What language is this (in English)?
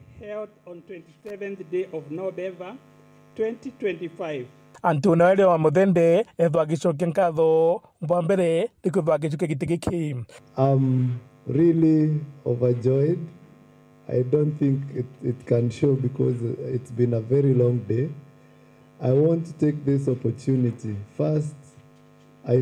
Meru